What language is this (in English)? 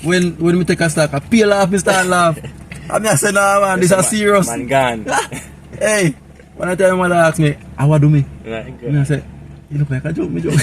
Jamaican Creole English